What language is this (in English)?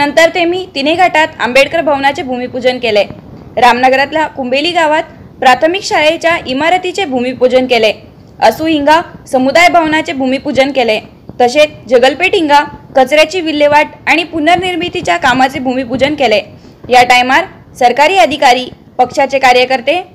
Konkani